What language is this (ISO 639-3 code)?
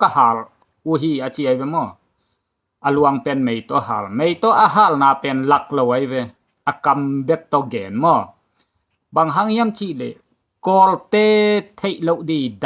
ctd